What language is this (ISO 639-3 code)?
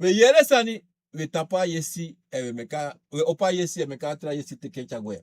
srn